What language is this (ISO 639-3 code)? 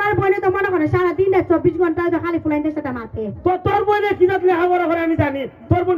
syl